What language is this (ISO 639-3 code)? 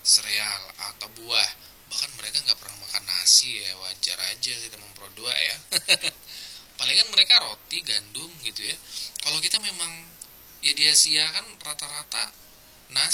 ind